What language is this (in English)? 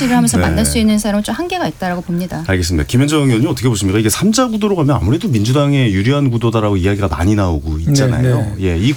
Korean